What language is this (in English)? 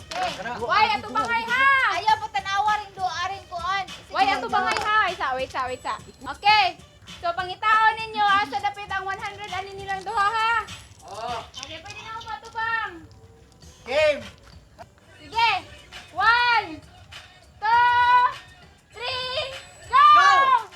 Cebuano